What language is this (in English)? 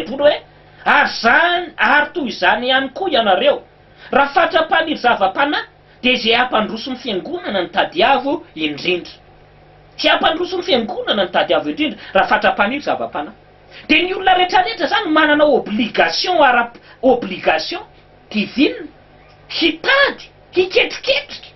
Malagasy